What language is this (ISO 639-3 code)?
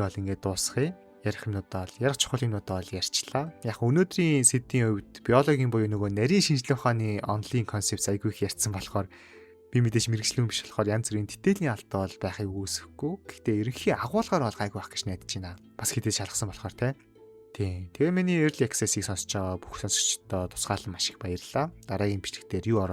mon